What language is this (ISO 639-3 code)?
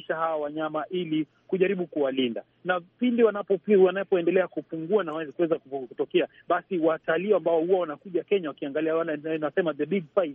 swa